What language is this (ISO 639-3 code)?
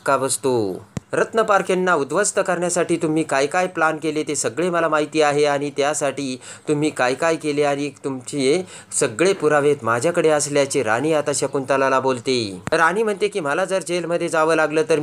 mar